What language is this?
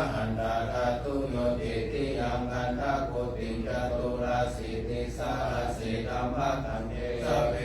Pali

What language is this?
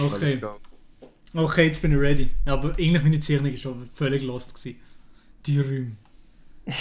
Swiss German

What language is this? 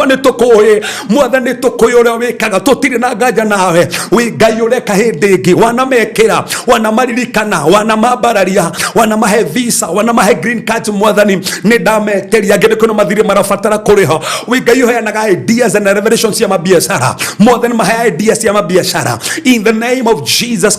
Kikuyu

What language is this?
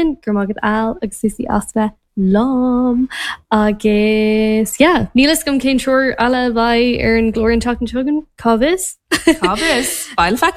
Irish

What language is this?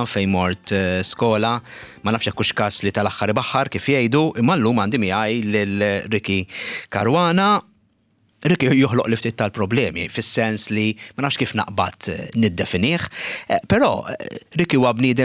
Maltese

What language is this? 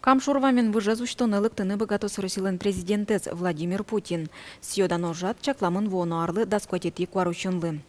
Udmurt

